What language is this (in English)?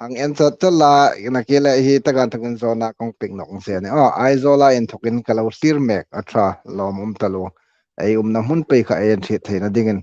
Hmar